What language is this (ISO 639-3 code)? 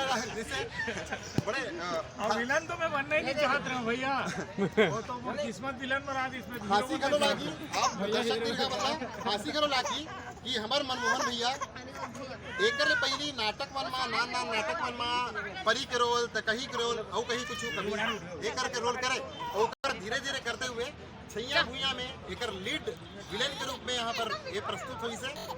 hne